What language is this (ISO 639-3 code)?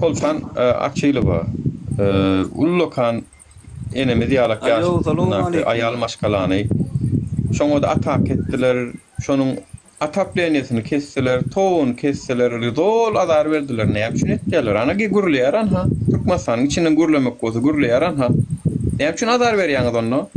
tuk